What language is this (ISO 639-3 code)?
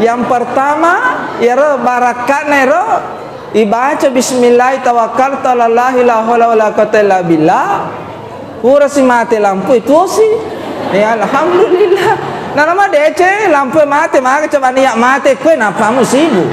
bug